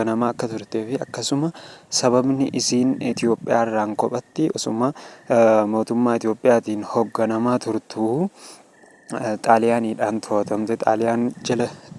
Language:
Oromo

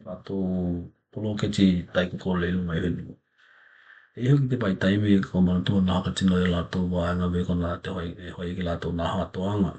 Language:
Tokelau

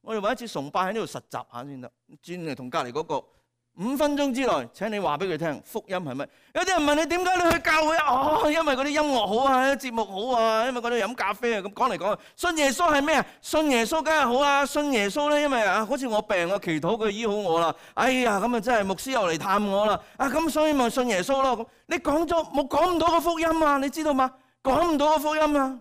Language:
Cantonese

